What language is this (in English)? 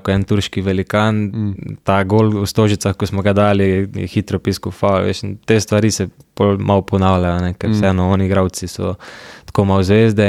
Slovenian